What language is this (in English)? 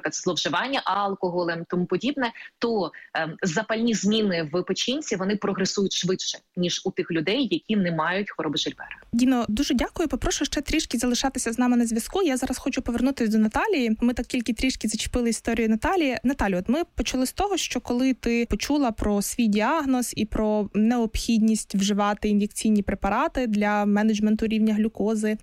Ukrainian